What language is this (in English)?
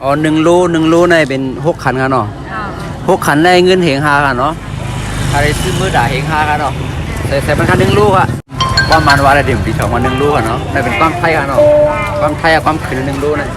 Shan